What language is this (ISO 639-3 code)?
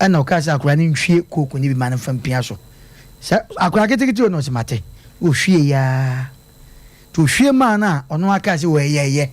aka